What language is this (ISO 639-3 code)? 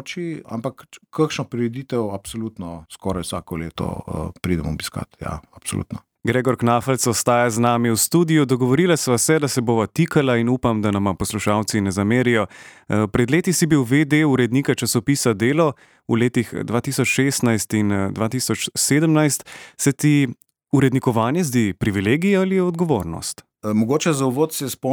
slv